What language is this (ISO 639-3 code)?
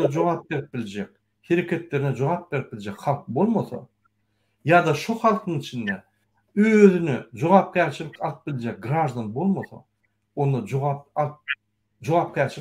tuk